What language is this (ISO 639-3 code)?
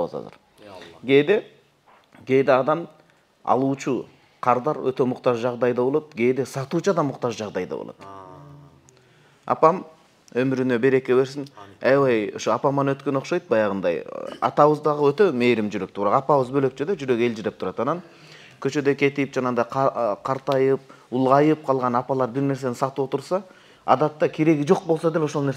kir